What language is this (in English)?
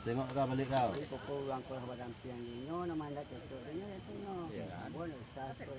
Minangkabau